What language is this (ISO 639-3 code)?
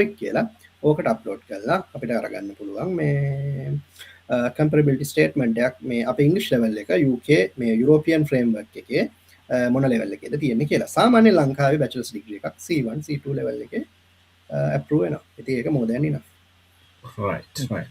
sin